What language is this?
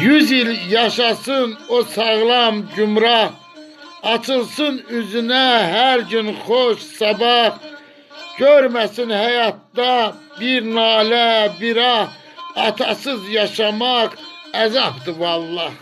Azerbaijani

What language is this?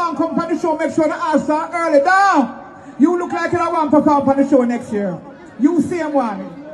Jamaican Creole English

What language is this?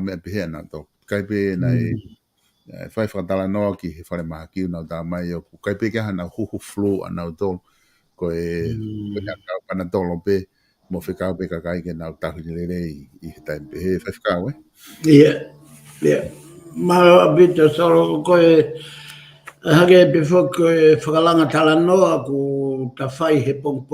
Tongan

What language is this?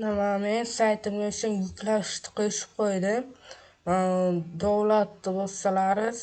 Uzbek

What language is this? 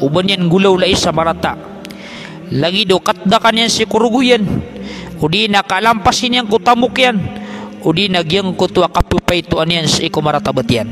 Maranao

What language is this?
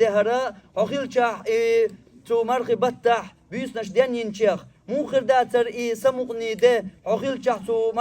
Chechen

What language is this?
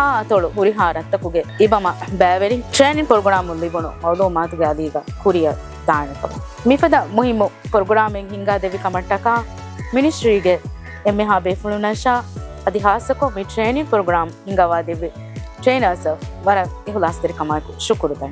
Divehi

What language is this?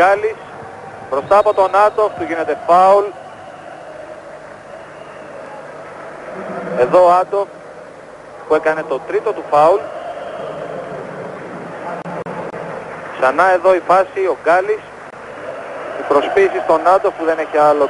Greek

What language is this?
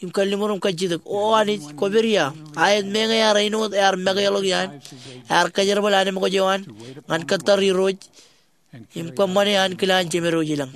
Marshallese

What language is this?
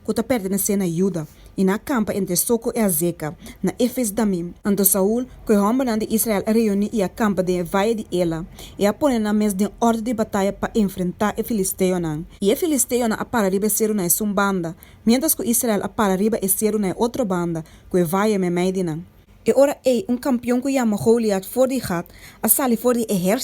Papiamento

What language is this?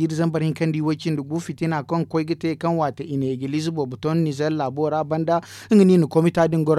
Zarma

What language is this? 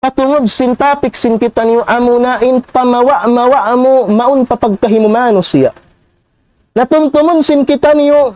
Tausug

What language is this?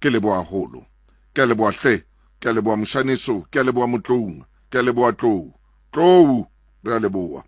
Southern Sotho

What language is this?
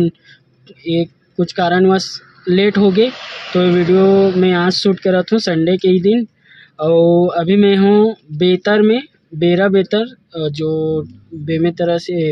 Chhattisgarhi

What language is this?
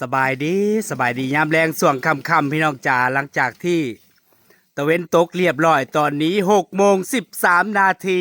Northeastern Thai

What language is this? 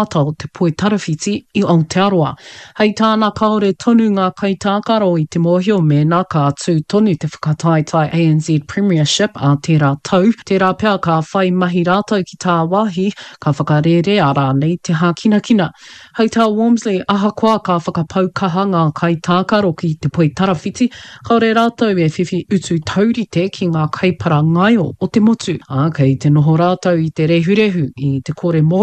Māori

